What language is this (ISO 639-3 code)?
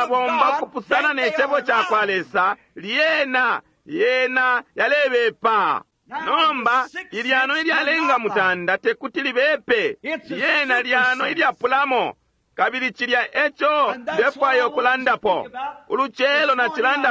bem